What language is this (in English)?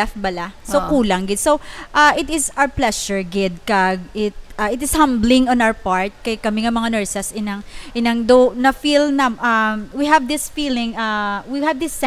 Hiligaynon